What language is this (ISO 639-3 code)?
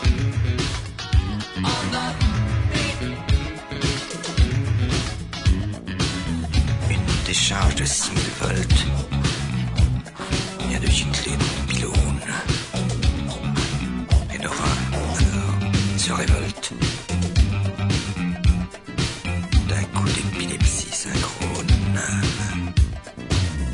fra